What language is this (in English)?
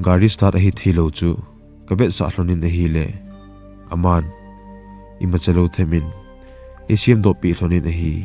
Thado Chin